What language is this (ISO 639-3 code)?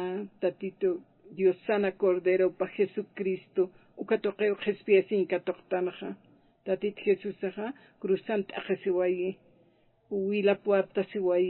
aym